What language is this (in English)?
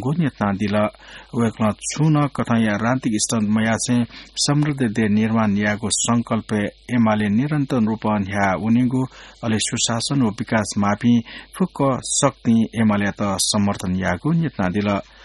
Newari